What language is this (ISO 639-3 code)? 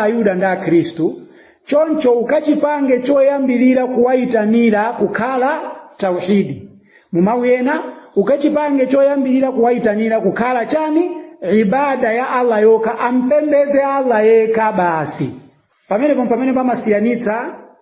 nya